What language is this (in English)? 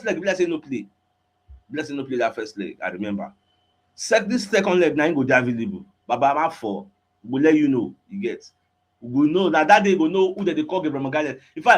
Nigerian Pidgin